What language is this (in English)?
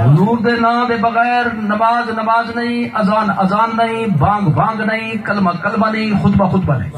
Saraiki